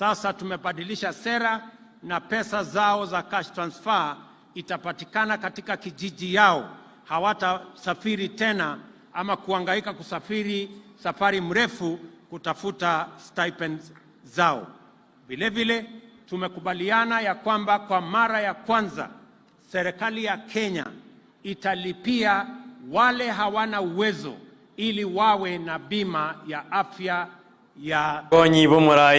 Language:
Gusii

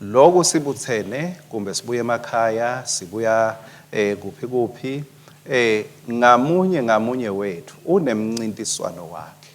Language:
Swati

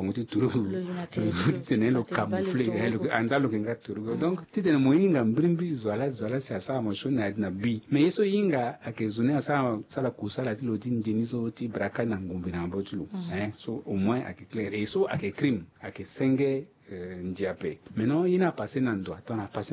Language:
Sango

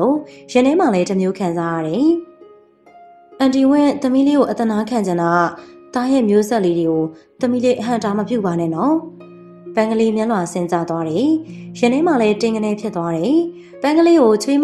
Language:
Burmese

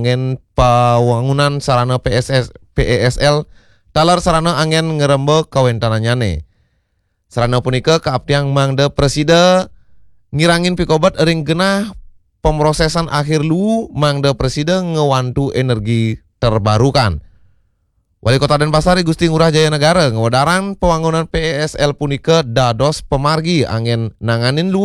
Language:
Balinese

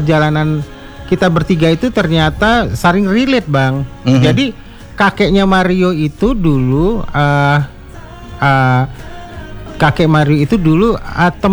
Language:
Indonesian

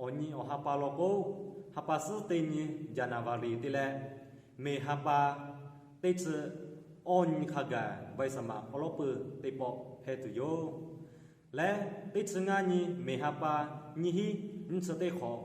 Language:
Lahu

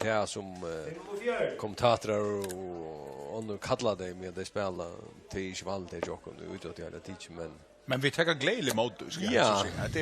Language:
Faroese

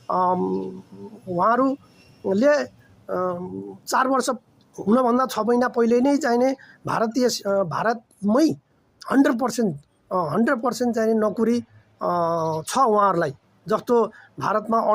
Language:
Nepali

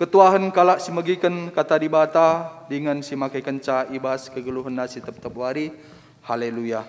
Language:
Batak Karo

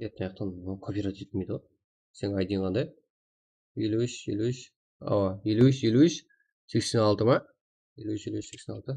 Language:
Kara-Kalpak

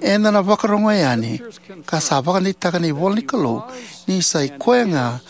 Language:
Fijian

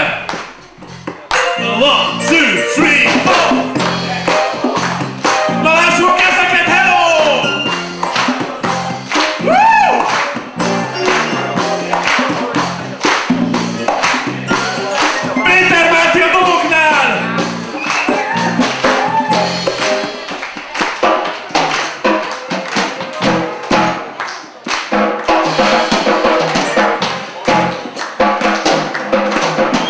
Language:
Hungarian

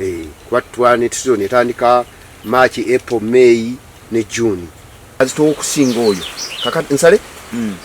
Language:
Ganda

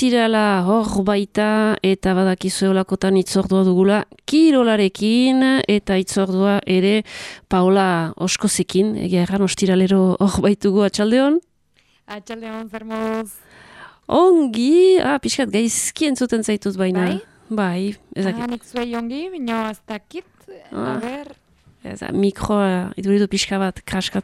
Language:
Basque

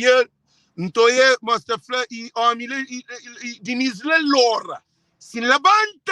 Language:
Kabuverdianu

